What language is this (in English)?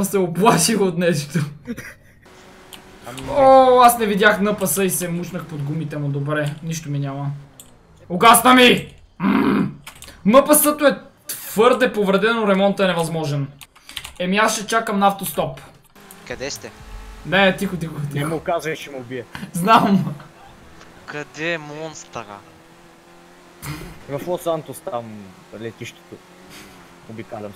Bulgarian